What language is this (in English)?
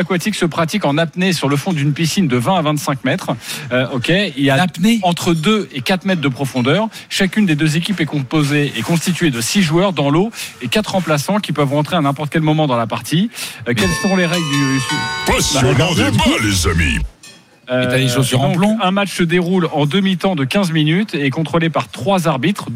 French